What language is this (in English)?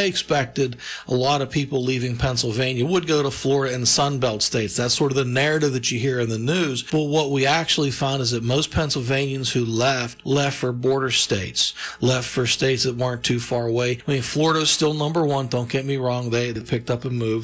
English